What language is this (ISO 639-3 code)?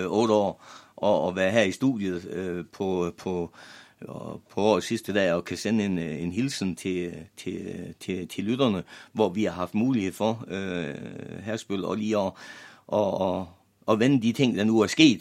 dan